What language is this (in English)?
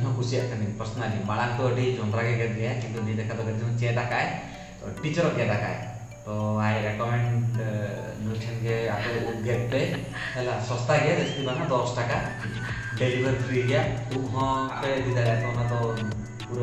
Santali